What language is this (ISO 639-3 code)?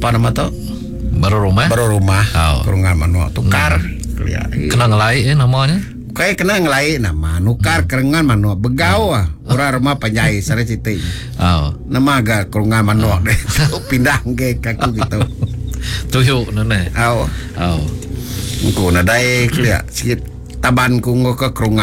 iba